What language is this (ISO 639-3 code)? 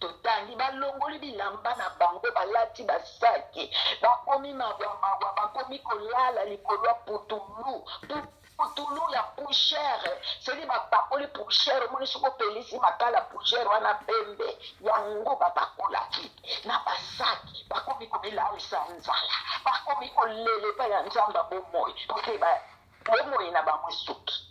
lin